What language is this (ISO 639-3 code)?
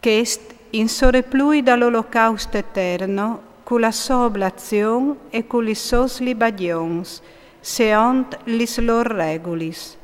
fur